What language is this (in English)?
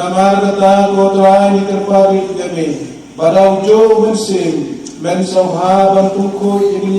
Khasi